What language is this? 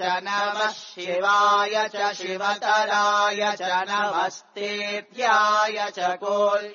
Sanskrit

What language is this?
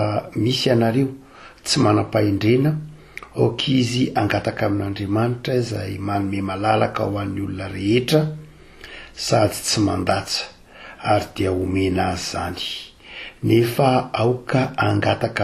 Malagasy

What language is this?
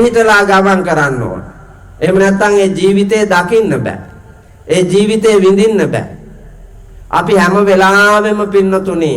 Sinhala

